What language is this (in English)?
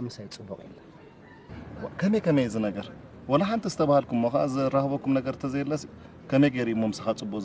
Tigrinya